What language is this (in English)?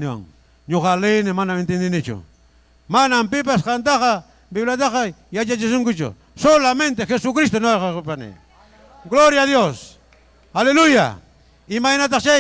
Ayacucho Quechua